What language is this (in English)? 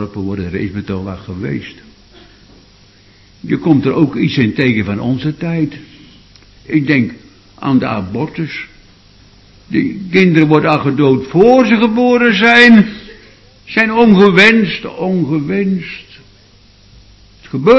Dutch